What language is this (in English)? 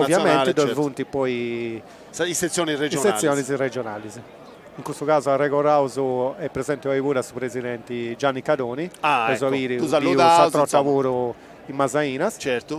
Sardinian